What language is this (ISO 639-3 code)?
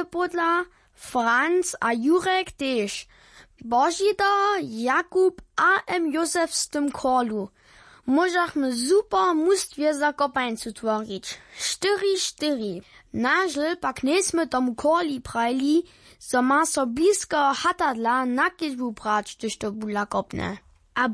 hsb